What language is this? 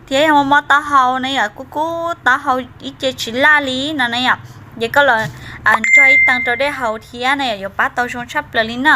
Hmong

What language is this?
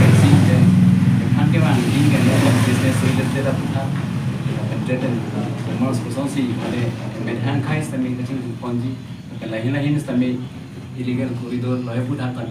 Karbi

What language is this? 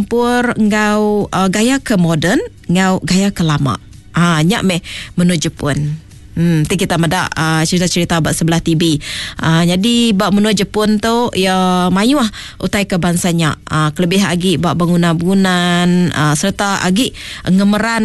Iban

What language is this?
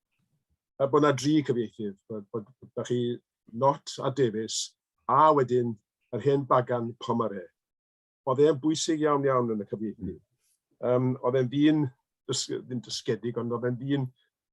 Welsh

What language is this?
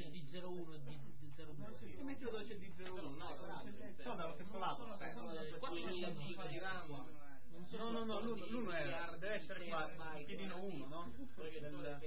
Italian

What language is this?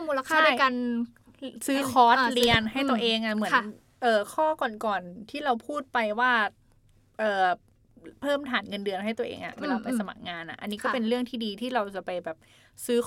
Thai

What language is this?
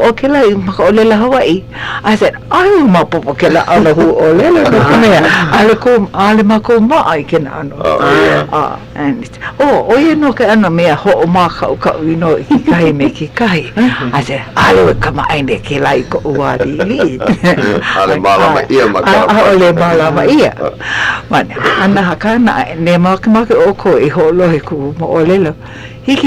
Hawaiian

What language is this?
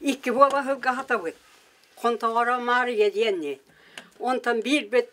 Yakut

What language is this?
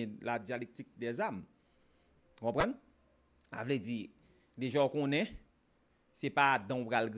Haitian Creole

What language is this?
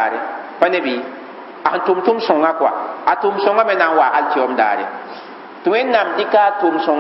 Mossi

